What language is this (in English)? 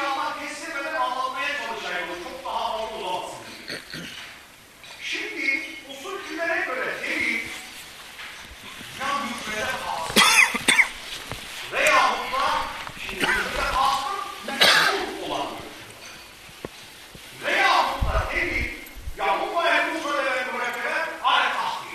Turkish